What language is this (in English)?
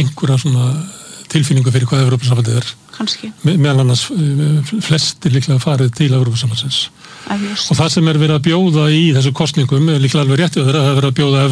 Icelandic